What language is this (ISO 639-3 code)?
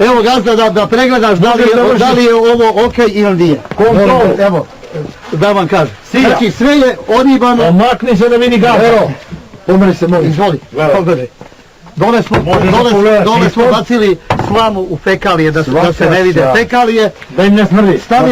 bos